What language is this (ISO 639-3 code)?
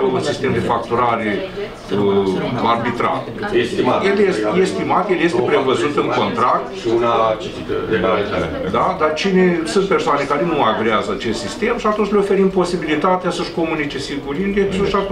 ron